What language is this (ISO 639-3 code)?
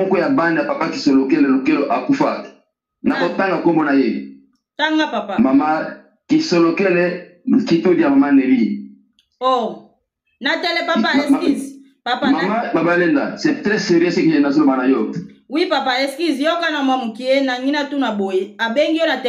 lin